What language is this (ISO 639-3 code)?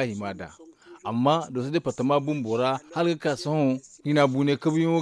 dje